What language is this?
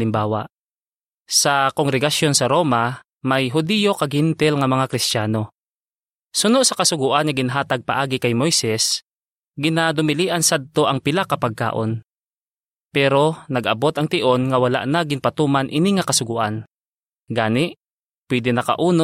Hiligaynon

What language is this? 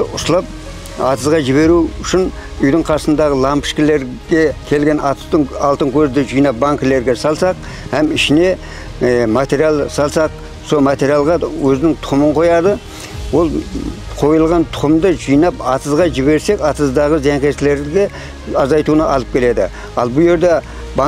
Kara-Kalpak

